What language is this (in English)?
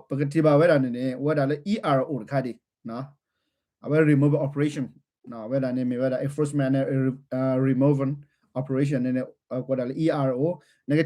S'gaw Karen